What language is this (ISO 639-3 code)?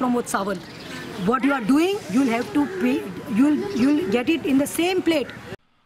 kok